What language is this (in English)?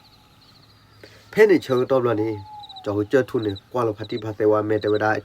S'gaw Karen